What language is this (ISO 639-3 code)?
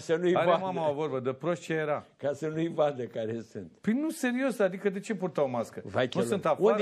ron